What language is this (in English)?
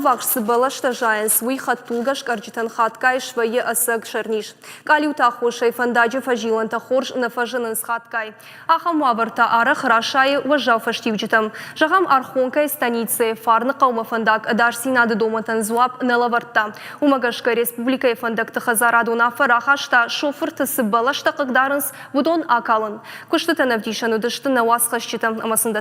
Ossetic